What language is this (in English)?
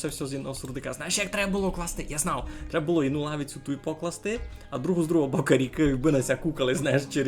Rusyn